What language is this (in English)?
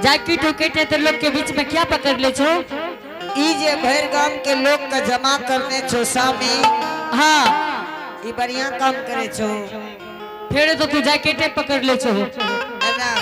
Angika